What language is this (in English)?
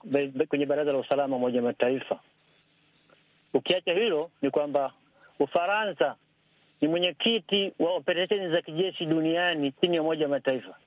Swahili